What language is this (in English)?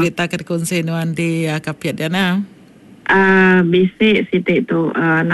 Iban